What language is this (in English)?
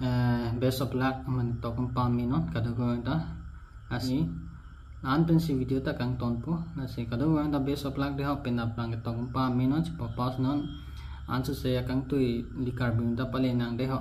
Karbi